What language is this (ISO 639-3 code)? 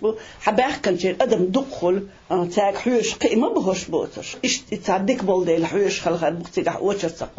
che